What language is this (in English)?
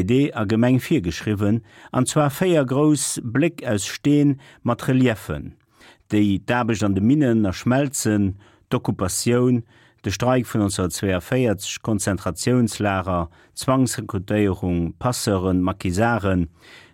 Luxembourgish